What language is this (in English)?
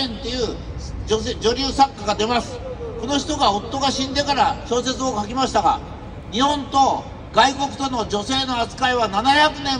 Japanese